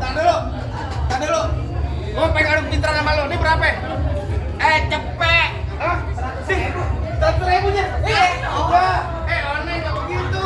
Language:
Betawi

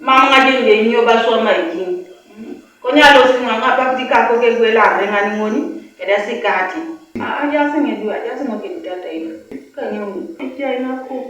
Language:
Teso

